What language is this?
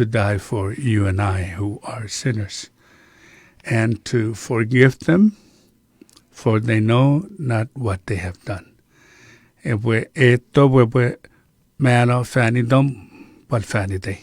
Chuukese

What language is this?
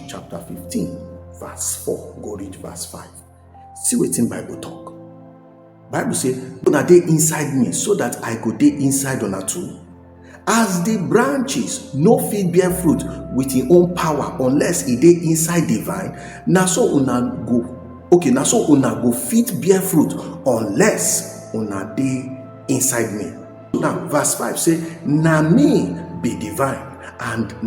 Nigerian Pidgin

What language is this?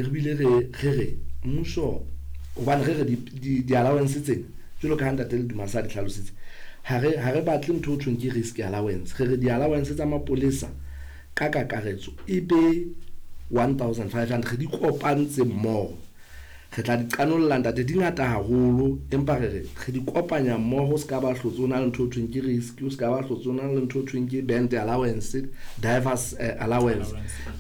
Southern Sotho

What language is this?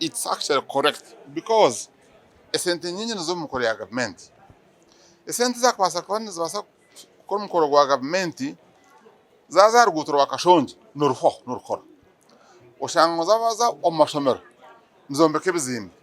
Nyankole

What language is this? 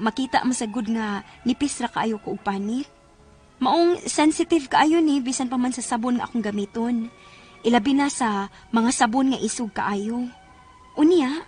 Cebuano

